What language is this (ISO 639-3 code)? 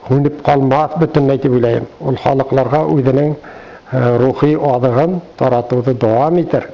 bak